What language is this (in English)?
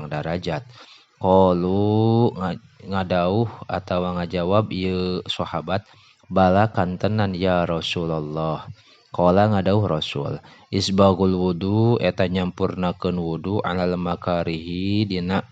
Sundanese